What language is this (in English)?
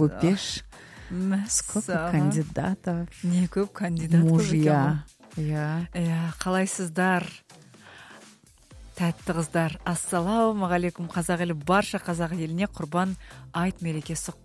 Kazakh